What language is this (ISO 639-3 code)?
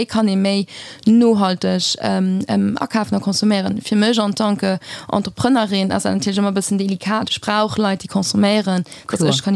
ltz